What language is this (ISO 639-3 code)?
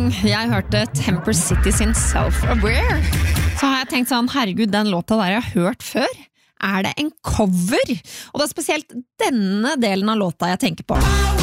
nor